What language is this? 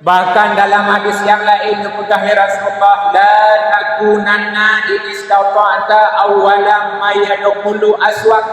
Achinese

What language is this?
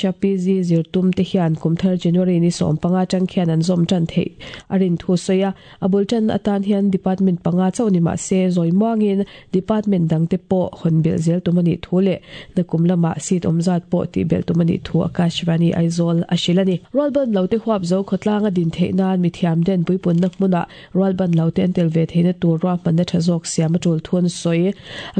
Mizo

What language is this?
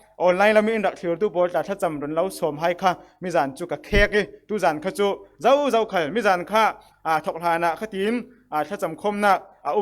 Falam Chin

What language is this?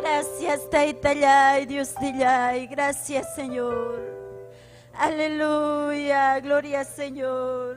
Ayacucho Quechua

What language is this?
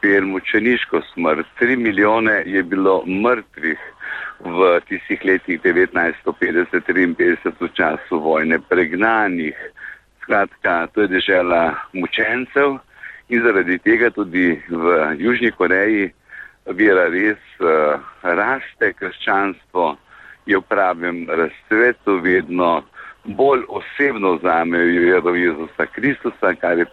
Slovenian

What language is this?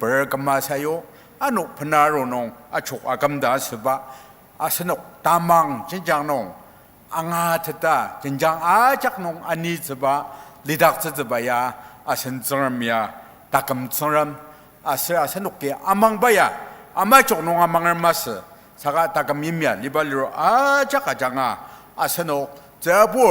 Ao Naga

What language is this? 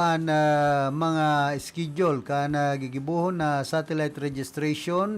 Bikol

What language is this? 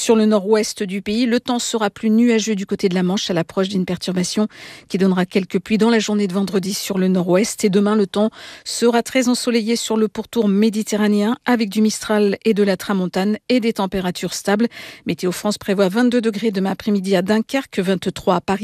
French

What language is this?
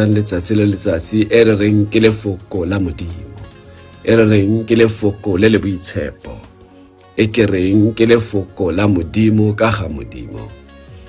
Tswana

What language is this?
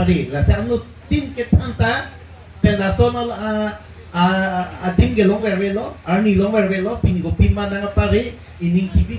Karbi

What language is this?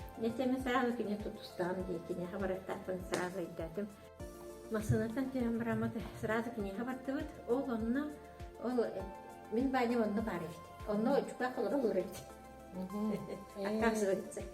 Yakut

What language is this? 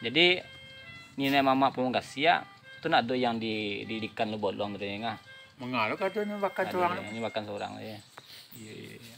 Minangkabau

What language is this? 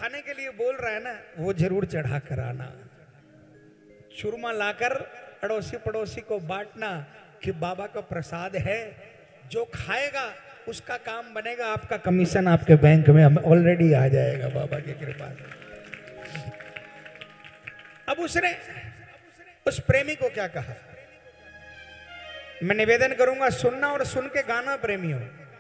Hindi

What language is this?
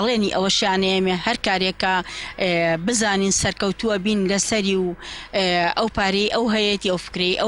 Central Kurdish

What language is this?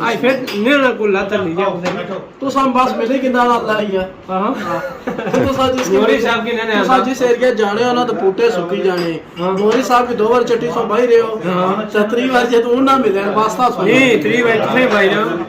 Pahari-Potwari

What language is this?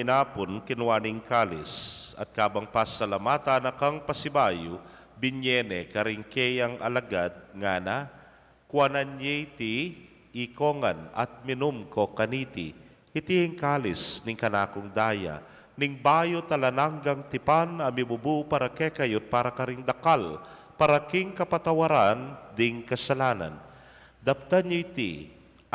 Pampanga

